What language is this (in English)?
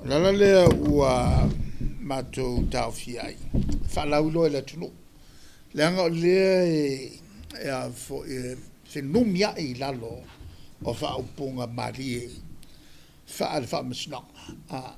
Samoan